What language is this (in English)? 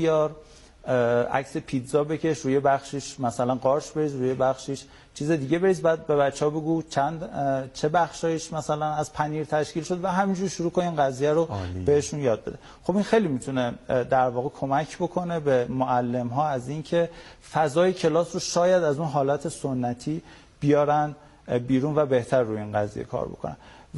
Persian